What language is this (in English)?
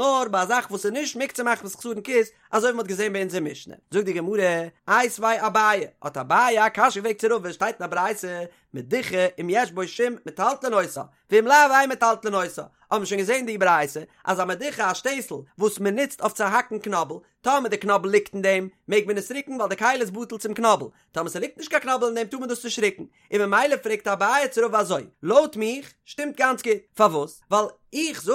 Yiddish